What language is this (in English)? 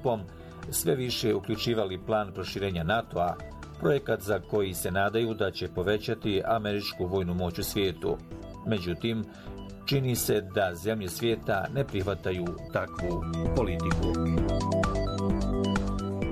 Bosnian